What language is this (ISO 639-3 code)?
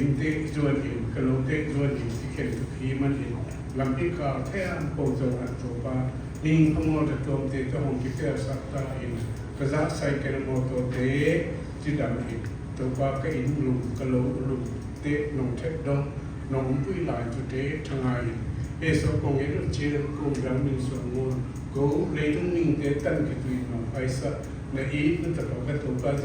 csy